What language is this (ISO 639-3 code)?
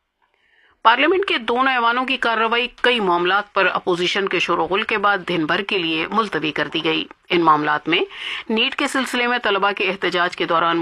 urd